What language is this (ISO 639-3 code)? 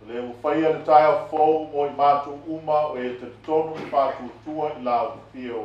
smo